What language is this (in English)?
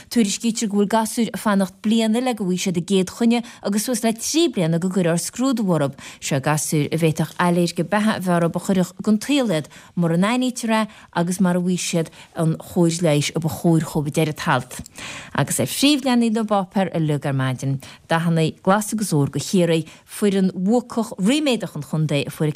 Irish